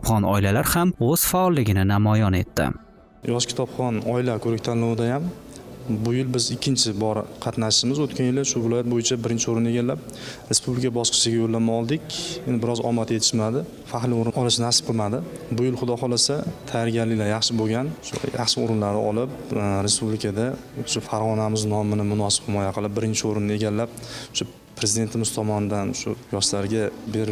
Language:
Uzbek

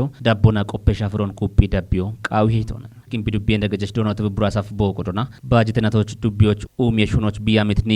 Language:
Kafa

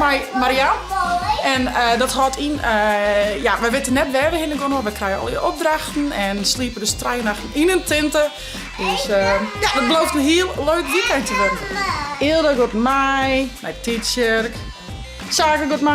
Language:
Western Frisian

